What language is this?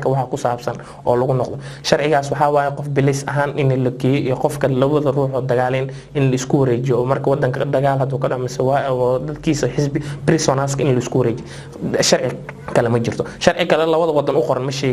Somali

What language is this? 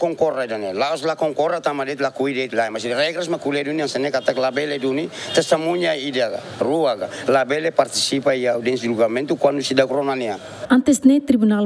Tetum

